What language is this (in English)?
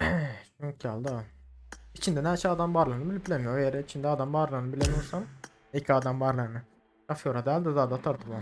Turkmen